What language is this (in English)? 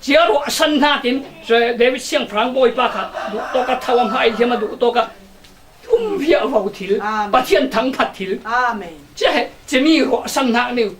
Falam Chin